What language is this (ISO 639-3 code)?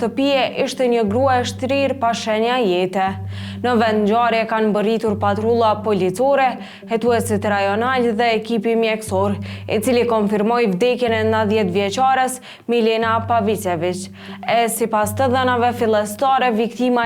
sqi